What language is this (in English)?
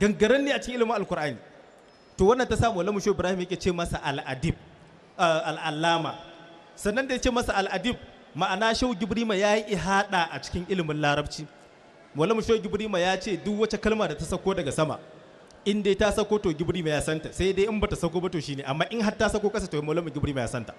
Hausa